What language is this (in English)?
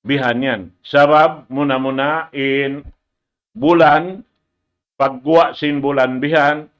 Tausug